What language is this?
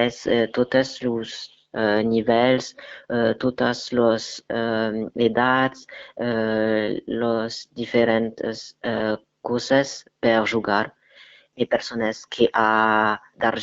Occitan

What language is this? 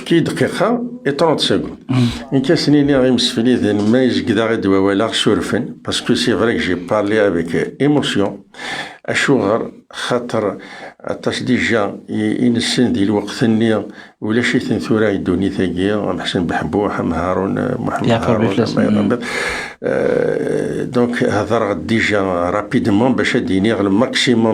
Kabyle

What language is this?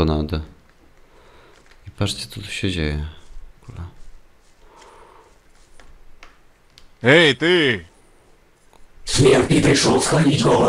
Polish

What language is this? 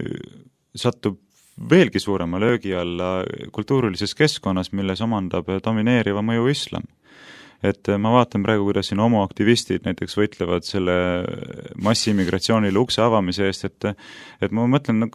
Estonian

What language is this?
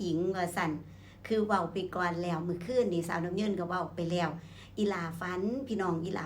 Northeastern Thai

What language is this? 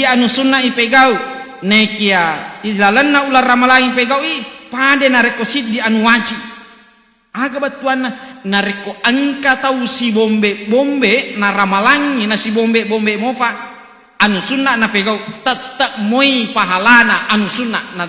Buginese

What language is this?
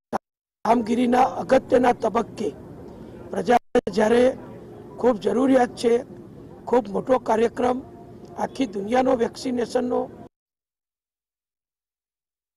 Gujarati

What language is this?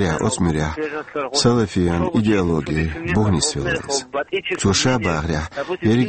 Chechen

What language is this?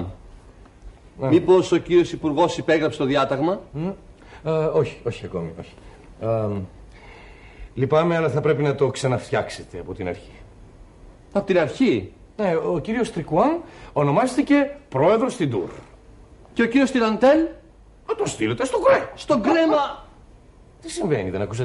Greek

